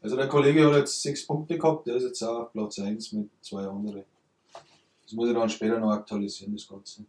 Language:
Bavarian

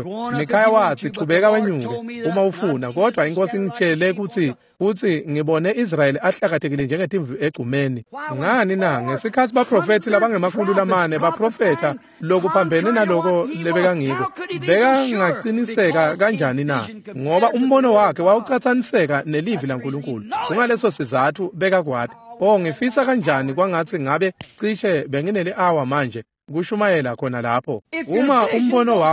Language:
Swati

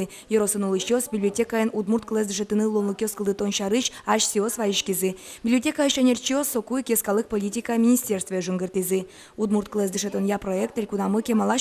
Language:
Udmurt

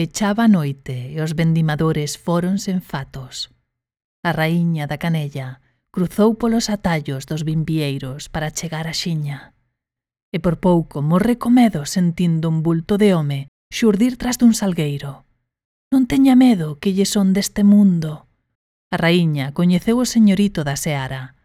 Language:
Galician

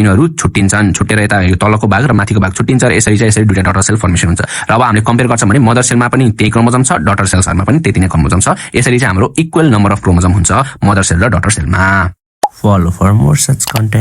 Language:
Nepali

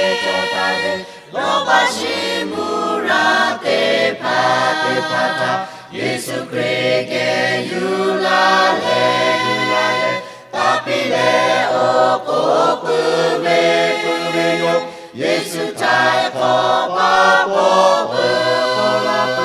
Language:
Lahu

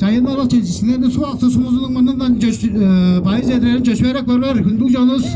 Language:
Tuvinian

